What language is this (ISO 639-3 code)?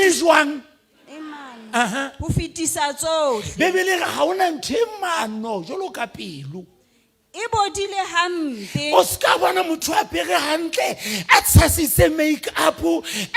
sot